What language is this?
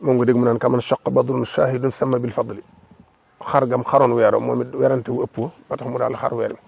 Wolof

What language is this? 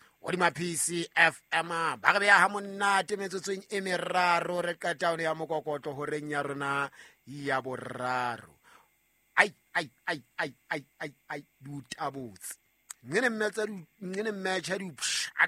Southern Sotho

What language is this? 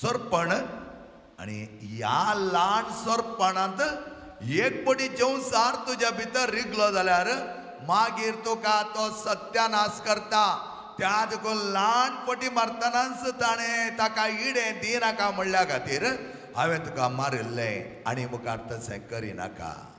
Konkani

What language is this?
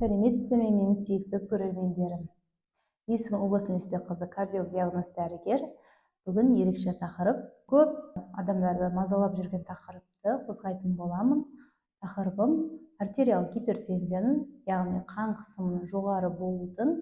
Kazakh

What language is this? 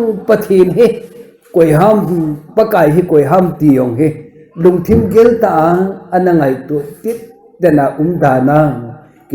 Thado Chin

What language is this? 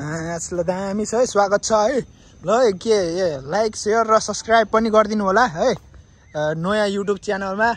Nepali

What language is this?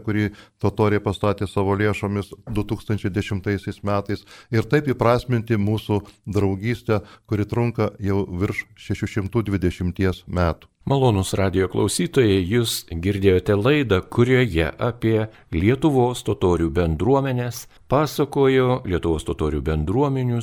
Lithuanian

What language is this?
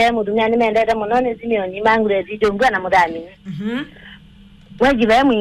Kamba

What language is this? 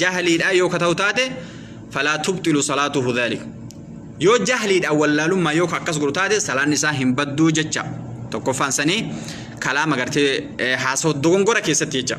Oromo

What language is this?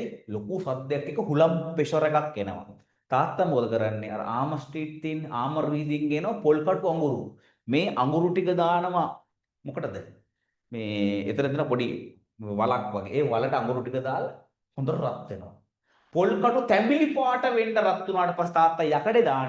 Sinhala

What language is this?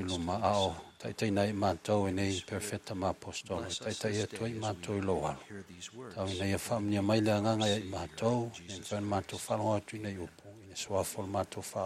Samoan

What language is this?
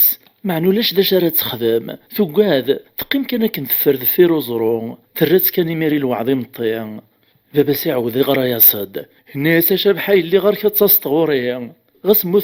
Kabyle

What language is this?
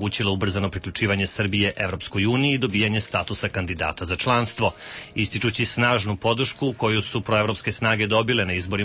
Serbian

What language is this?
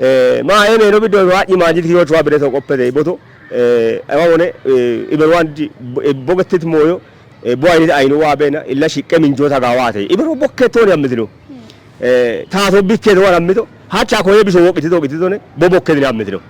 Kafa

